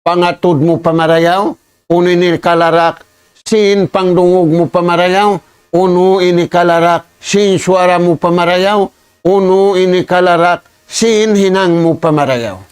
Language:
Tausug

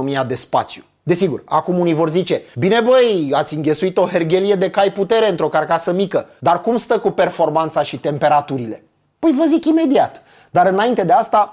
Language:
Romanian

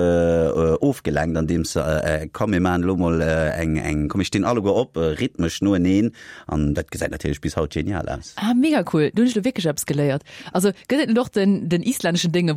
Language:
Luxembourgish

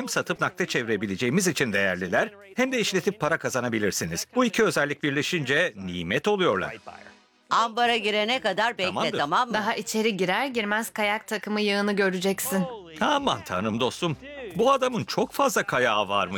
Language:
Turkish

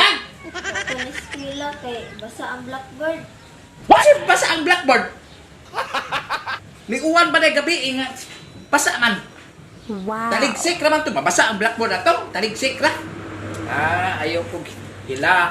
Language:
Cebuano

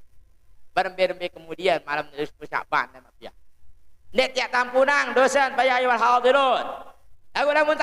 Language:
Sasak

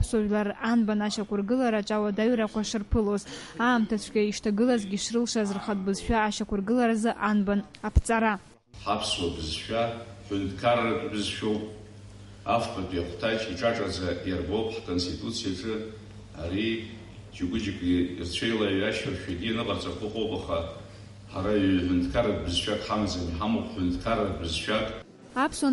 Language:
Abkhazian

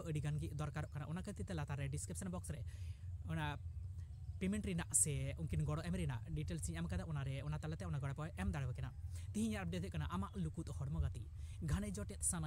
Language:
Santali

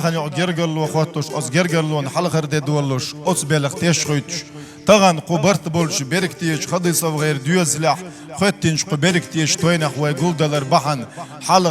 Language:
Chechen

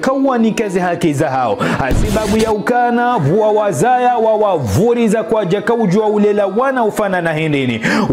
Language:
Ngazidja Comorian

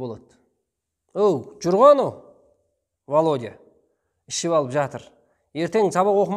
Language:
Kazakh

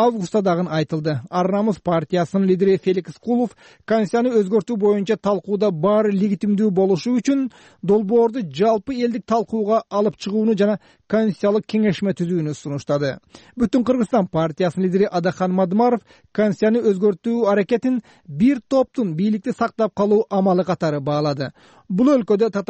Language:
Kyrgyz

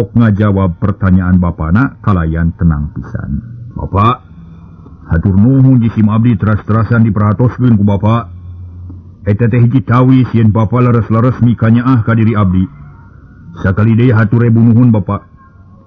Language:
Sundanese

